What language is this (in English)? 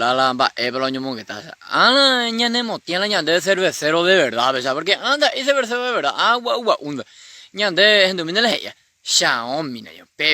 Guarani